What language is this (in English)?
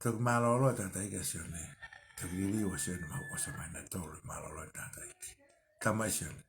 Tongan